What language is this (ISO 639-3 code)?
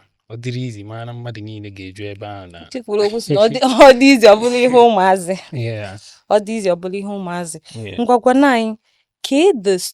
ibo